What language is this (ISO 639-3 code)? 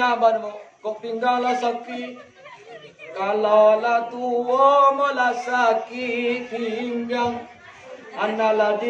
min